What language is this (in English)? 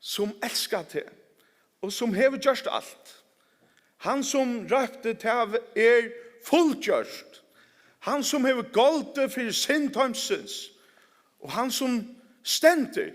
Faroese